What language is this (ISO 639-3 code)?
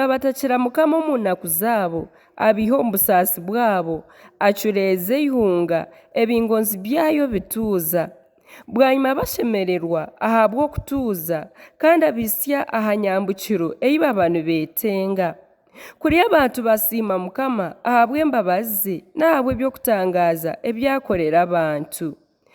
nyn